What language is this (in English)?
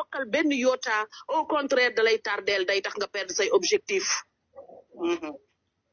Wolof